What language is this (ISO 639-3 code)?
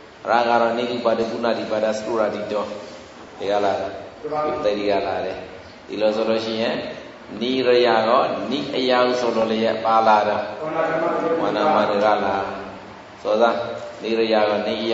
mya